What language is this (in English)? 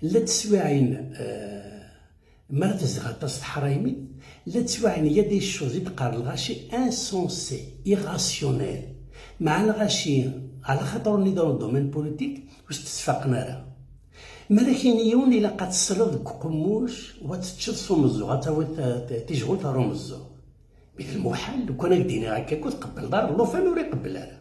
Kabyle